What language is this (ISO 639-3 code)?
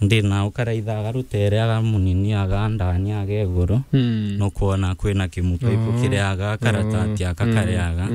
mer